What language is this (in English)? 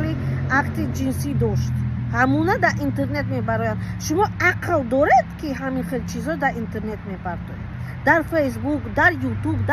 Tajik